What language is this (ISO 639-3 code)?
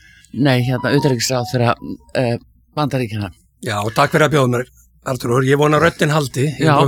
isl